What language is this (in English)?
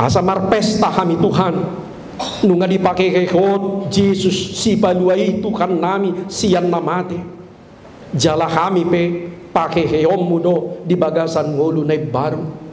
Batak Toba